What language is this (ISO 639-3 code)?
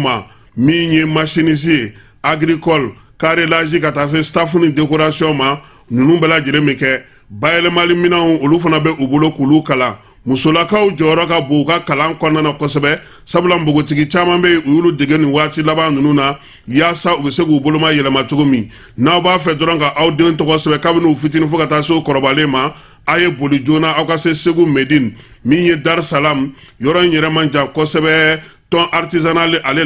bam